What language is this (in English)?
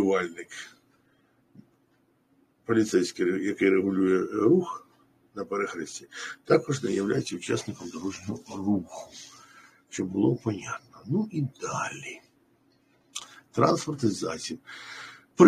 Ukrainian